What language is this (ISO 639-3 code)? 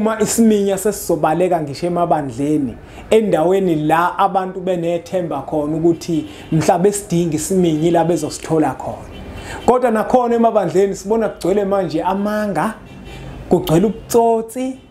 zul